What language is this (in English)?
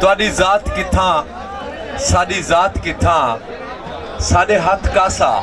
Saraiki